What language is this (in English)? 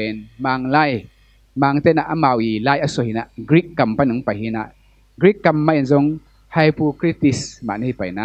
Tedim Chin